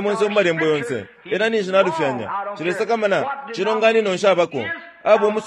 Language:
Bemba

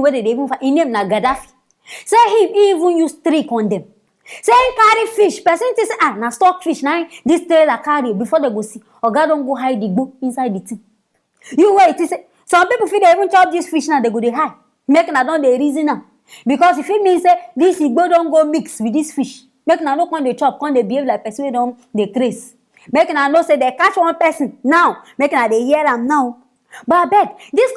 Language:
Nigerian Pidgin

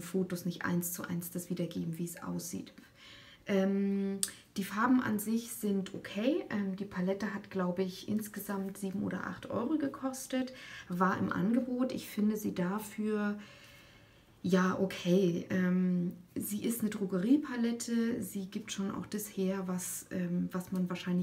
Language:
German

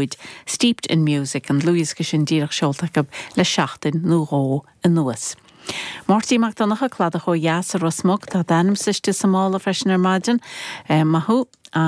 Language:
Irish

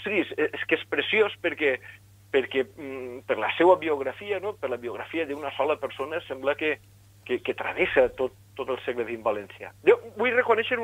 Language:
Catalan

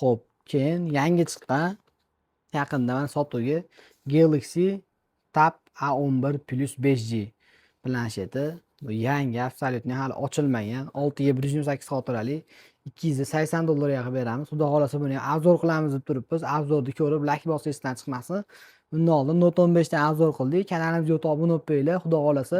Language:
Uzbek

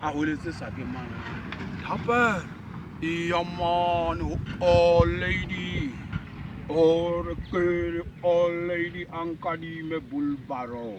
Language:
Southern Sotho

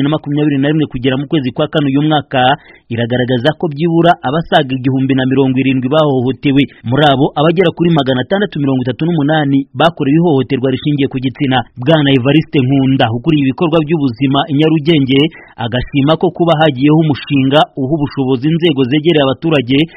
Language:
Kinyarwanda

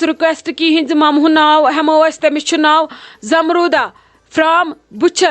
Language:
Kashmiri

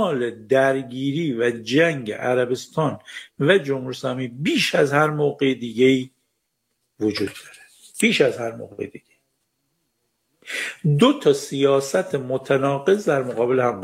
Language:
Persian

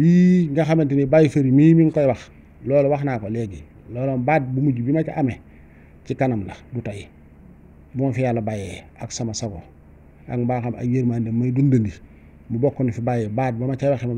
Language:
Wolof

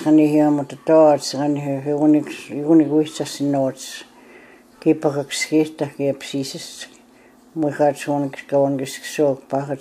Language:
Plains Cree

